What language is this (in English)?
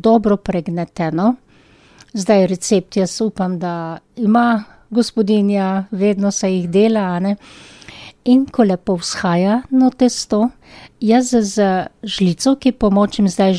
Slovenian